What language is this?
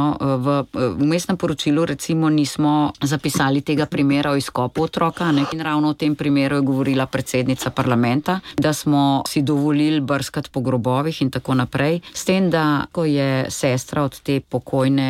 Slovenian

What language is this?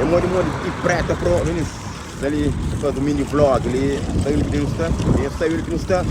Kabuverdianu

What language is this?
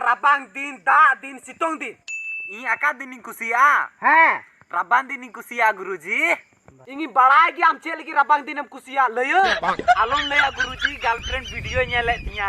Santali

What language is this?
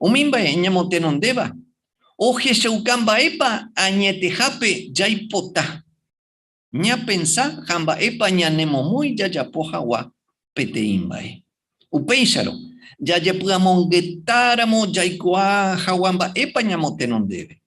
Guarani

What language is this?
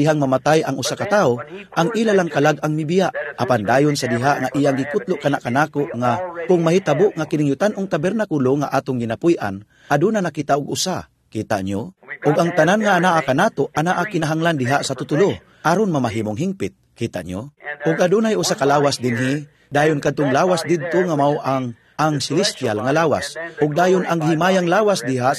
Cebuano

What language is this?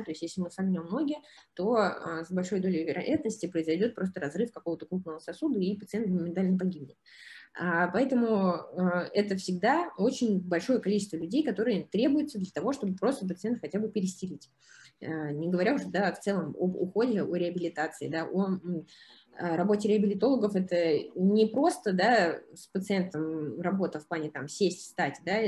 Russian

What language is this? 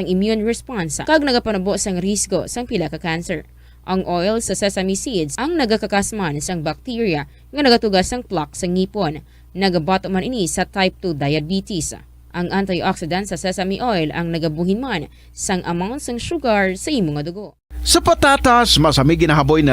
Hiligaynon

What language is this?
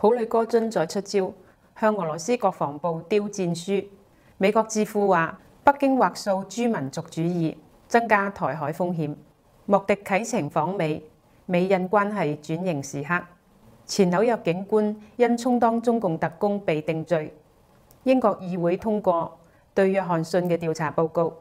Cantonese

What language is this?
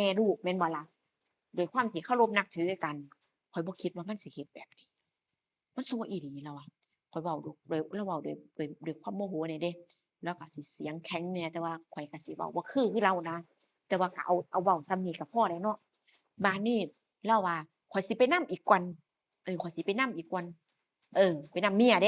Northeastern Thai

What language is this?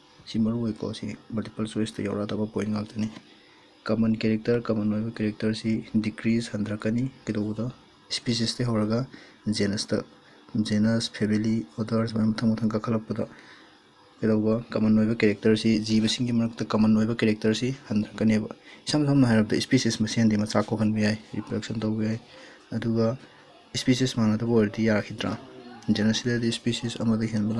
Manipuri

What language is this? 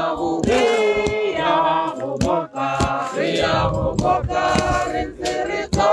Tswana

